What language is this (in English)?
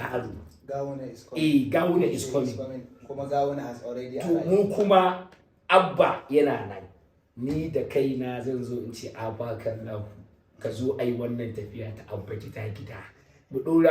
Hausa